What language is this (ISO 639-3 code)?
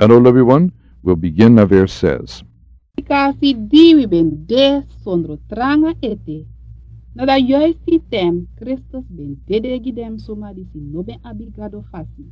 srn